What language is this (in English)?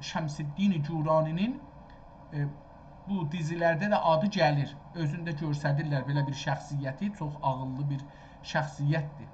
South Azerbaijani